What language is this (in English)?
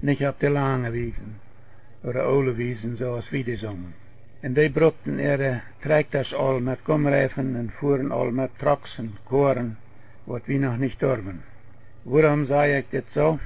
Plautdietsch